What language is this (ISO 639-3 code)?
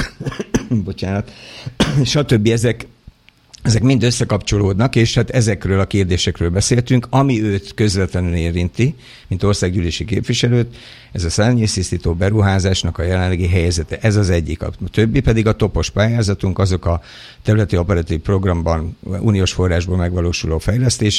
hun